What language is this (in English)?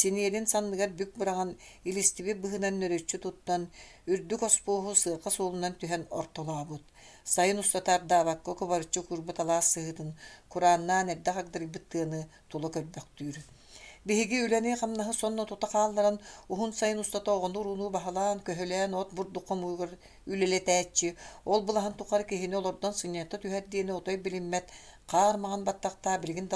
Yakut